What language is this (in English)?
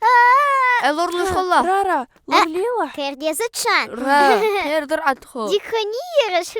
Ingush